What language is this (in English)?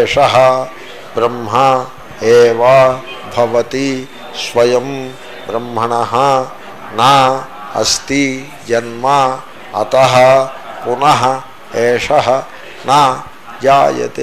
Telugu